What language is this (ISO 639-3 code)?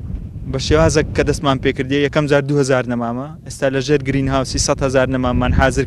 ckb